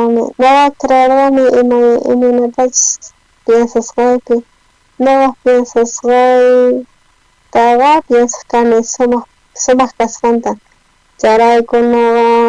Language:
South Bolivian Quechua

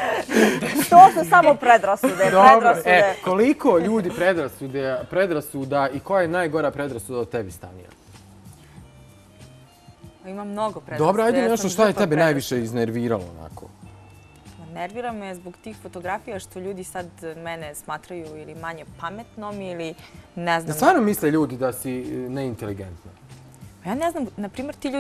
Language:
Bosnian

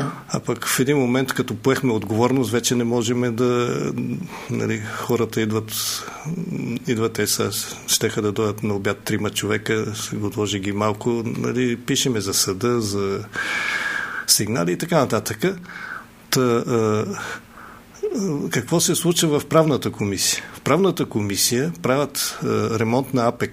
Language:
Bulgarian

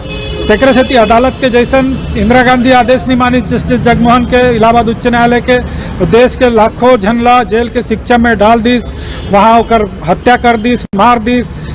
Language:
Chhattisgarhi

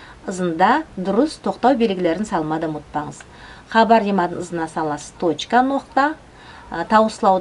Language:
Nogai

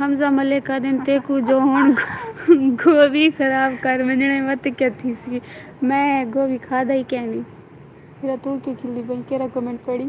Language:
Saraiki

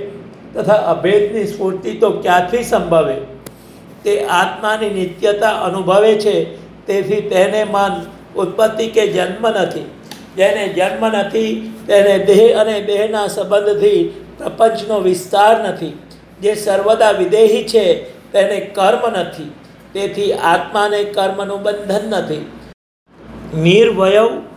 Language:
Gujarati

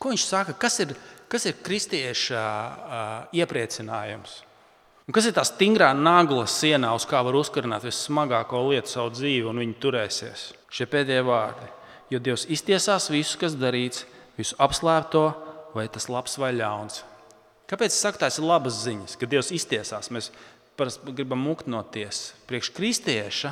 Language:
Latvian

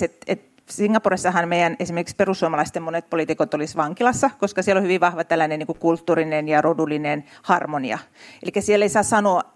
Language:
Finnish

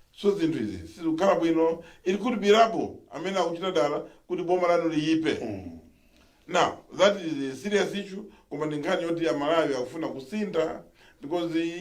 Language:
Nyanja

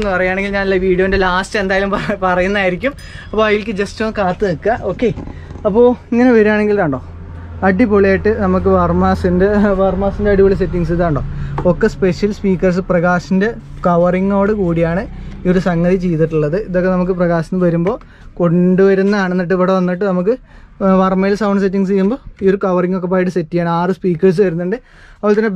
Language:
Malayalam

